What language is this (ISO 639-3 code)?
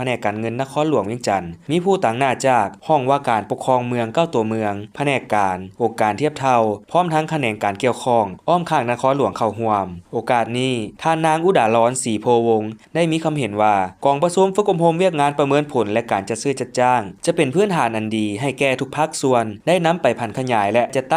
lao